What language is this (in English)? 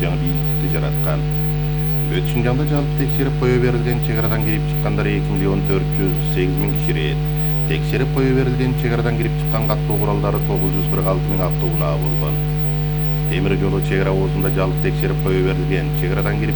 Kyrgyz